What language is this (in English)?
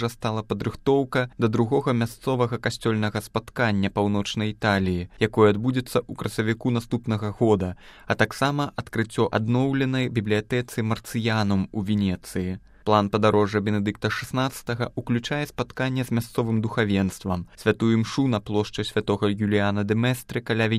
Belarusian